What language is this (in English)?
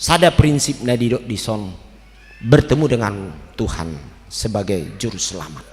Batak Toba